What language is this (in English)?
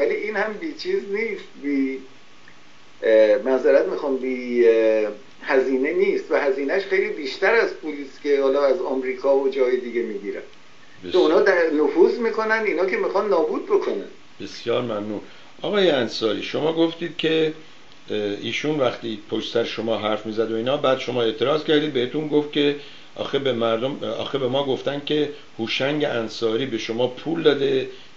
Persian